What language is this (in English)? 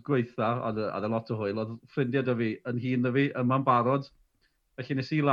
Welsh